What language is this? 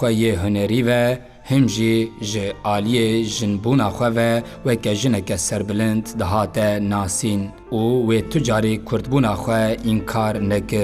Kurdish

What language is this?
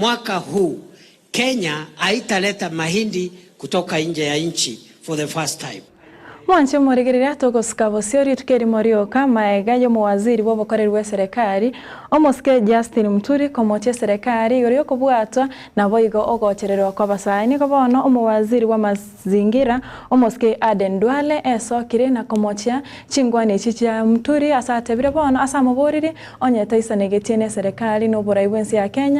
Gusii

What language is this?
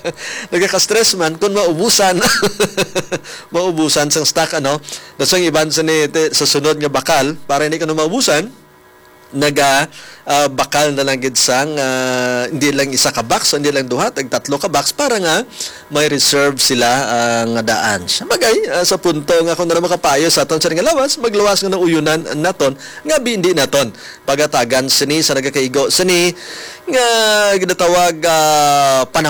Hiligaynon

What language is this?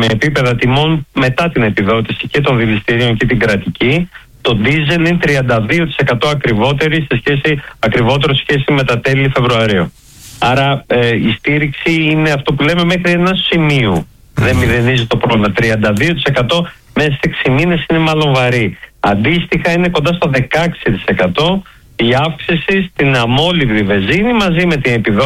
Greek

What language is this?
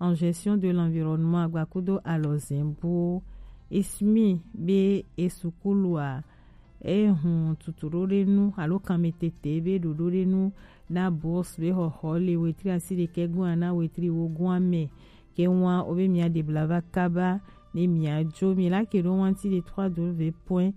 Gen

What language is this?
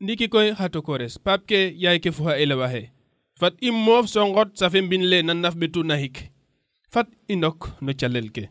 Serer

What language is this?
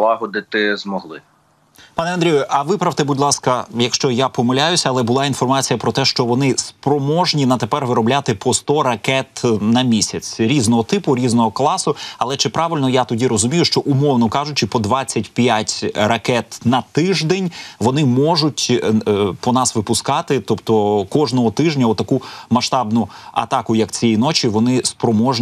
Ukrainian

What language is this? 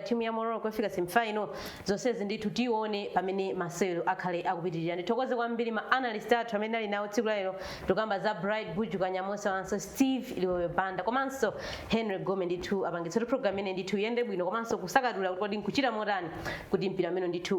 Nyanja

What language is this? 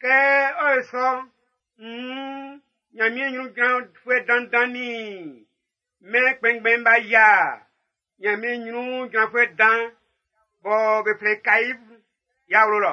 Baoulé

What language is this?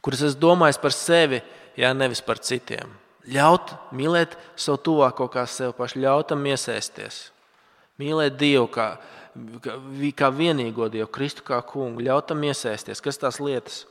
Latvian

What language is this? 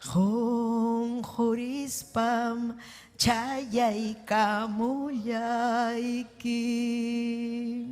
Ayacucho Quechua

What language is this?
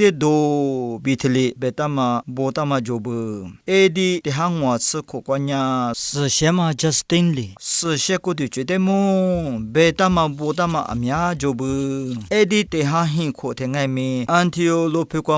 Lisu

